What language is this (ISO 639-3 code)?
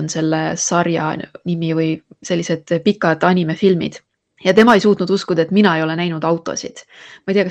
est